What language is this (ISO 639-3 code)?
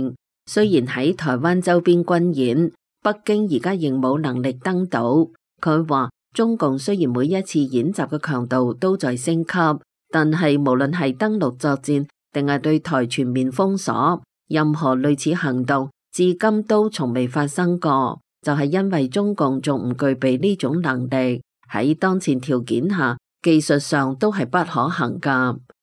yue